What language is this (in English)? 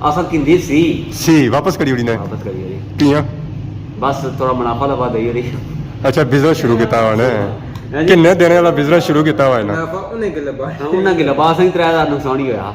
Pahari-Potwari